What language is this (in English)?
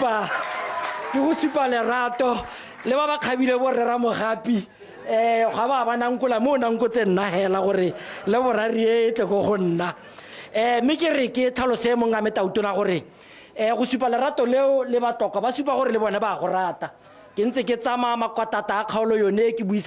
Tswana